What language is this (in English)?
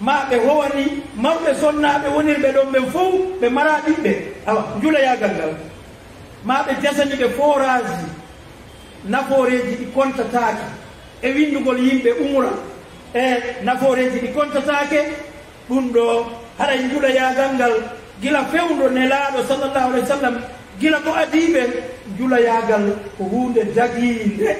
Fula